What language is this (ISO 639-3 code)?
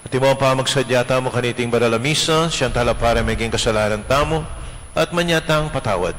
pam